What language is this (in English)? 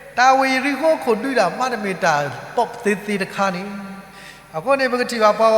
S'gaw Karen